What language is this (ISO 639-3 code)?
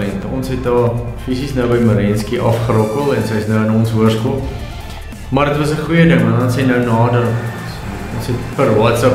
afr